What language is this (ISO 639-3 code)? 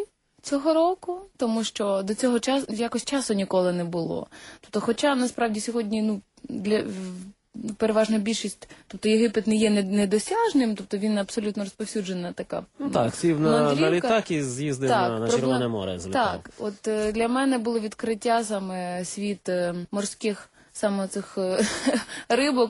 ukr